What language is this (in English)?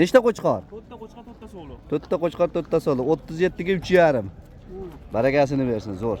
Uzbek